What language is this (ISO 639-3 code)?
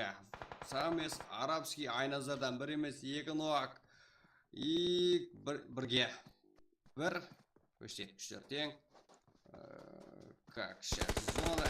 kaa